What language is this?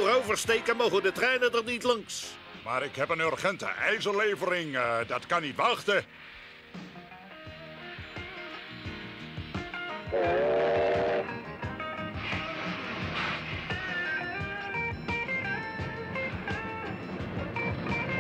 Dutch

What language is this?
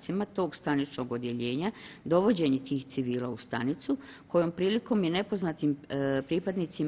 Bosnian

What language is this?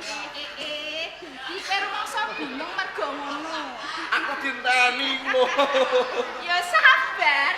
Javanese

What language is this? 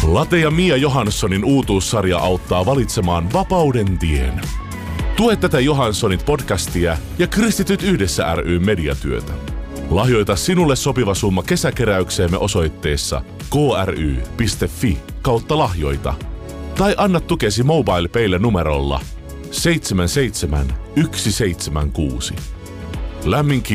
Finnish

